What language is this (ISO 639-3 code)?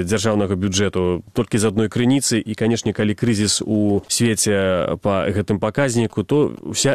bel